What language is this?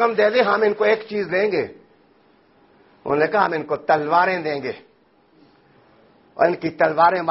Urdu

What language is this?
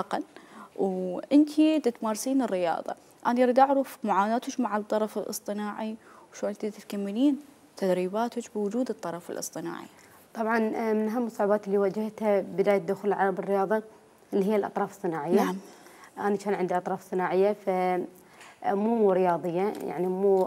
Mesopotamian Arabic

